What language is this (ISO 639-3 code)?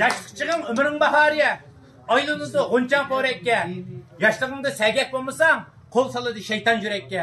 uig